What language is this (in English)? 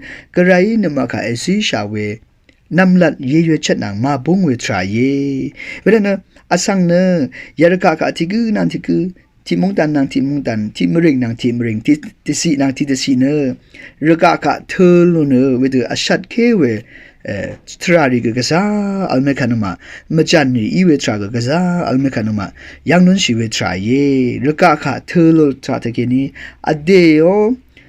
Rawang